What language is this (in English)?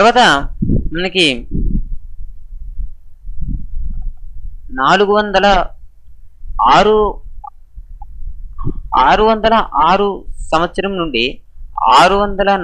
Telugu